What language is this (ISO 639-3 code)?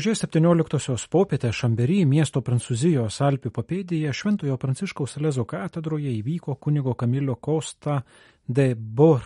lit